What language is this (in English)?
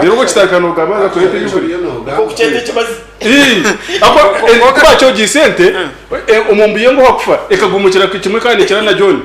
Nyankole